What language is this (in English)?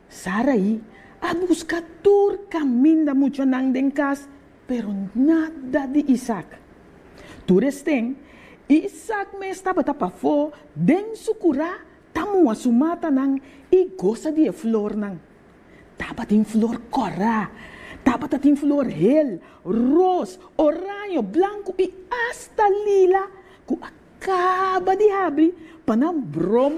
Papiamento